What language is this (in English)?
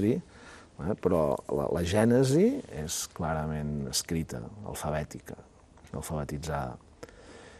Catalan